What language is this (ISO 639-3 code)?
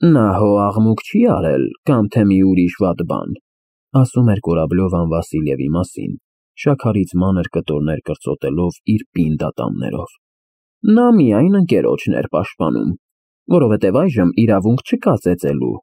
hye